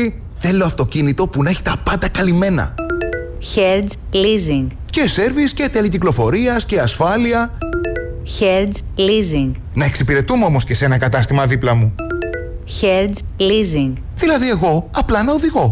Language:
Greek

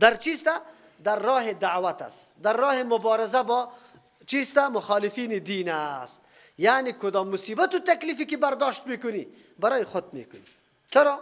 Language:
Persian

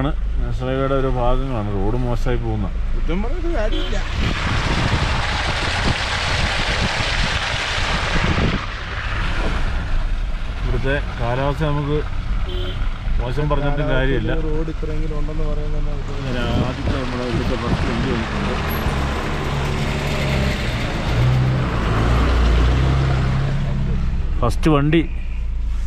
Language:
Malayalam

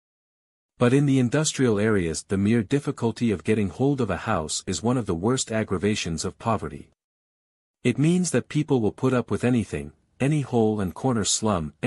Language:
English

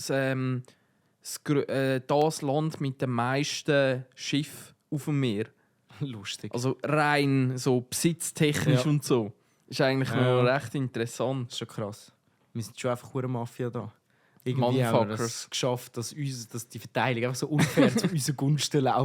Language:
Swiss German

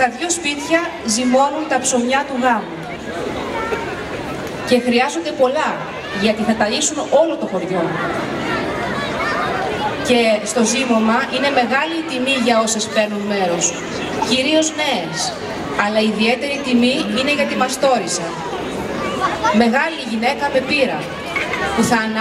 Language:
Greek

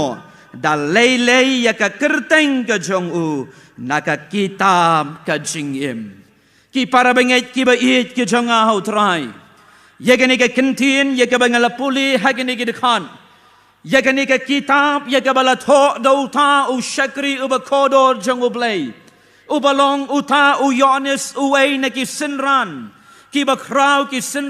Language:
Khasi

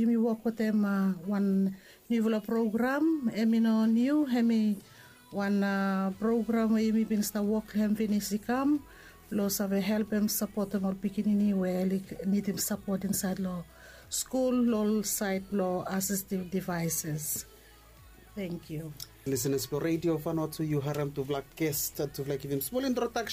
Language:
Bislama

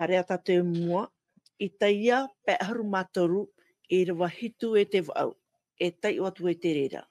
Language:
Tahitian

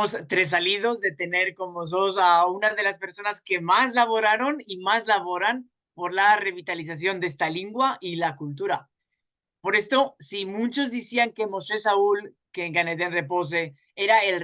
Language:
Ladino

